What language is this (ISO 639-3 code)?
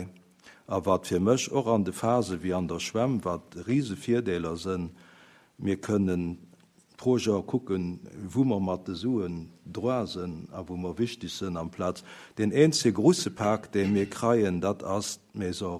ltz